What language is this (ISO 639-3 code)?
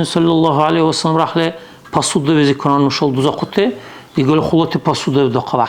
dar